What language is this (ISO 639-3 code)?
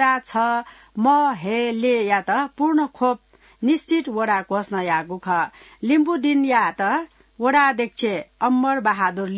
new